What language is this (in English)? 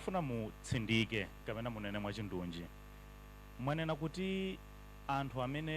Nyanja